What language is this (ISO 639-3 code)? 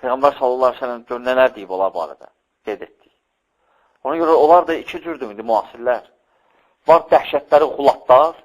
aze